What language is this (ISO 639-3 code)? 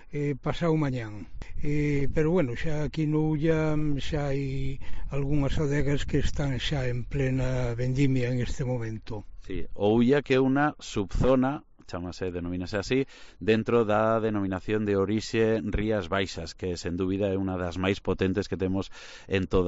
glg